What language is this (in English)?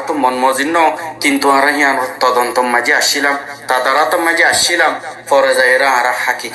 Rohingya